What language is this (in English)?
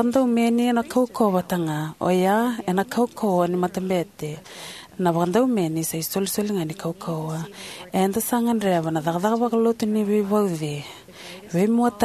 Fijian